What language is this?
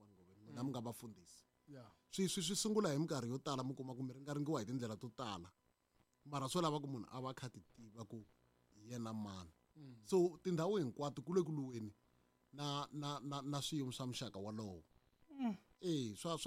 Tsonga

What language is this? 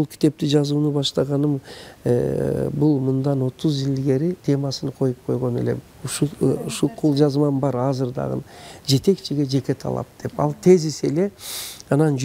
Kyrgyz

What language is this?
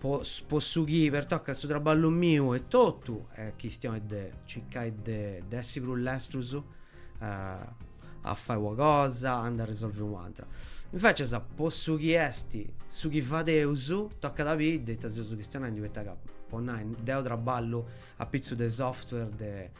Sardinian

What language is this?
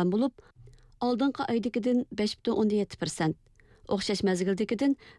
Uyghur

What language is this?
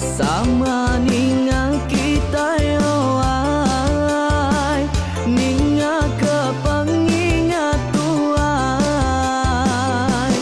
Iban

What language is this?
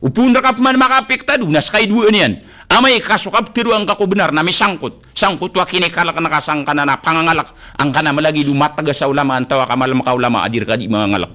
Maranao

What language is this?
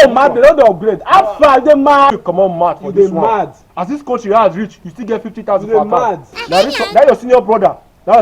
Nigerian Pidgin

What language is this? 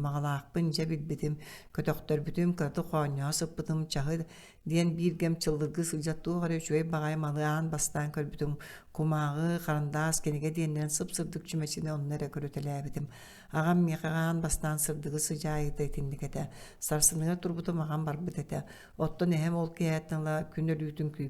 Yakut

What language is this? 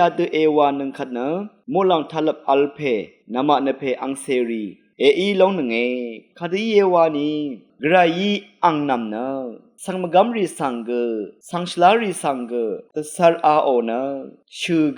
Rawang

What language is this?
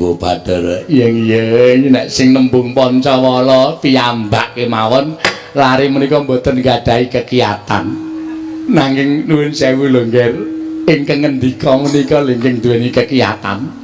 Javanese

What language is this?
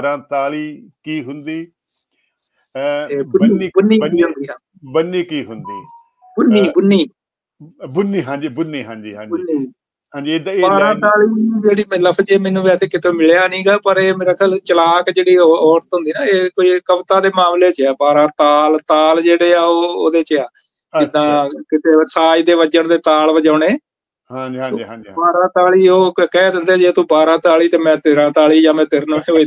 Punjabi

